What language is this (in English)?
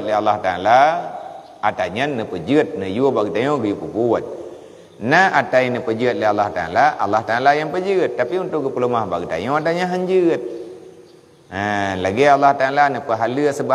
Achinese